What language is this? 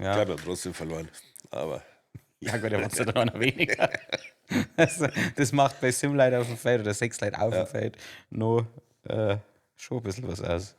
Bavarian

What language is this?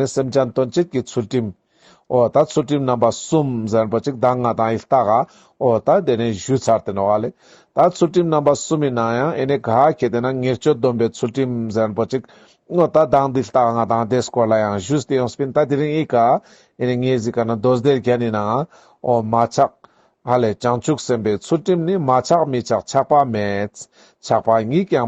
Ladakhi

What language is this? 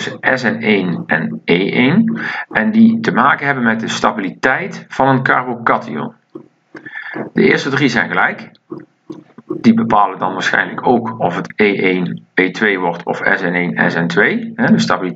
Dutch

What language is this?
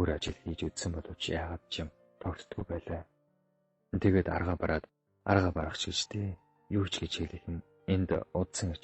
Mongolian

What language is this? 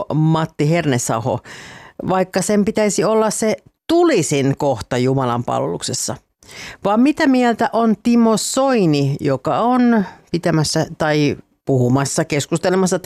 Finnish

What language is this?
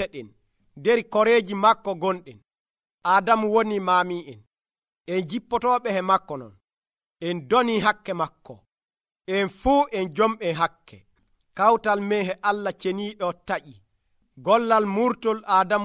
Nigerian Fulfulde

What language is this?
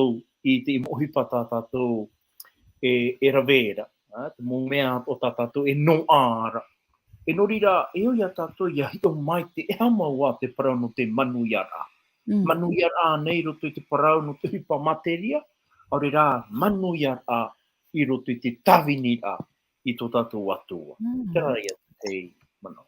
Tahitian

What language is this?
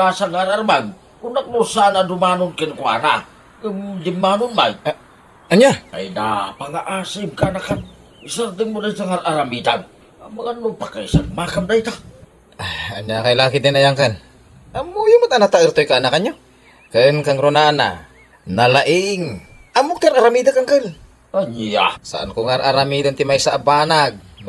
Iloko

